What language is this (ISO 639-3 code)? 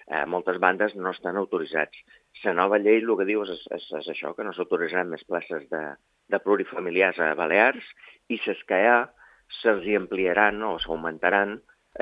cat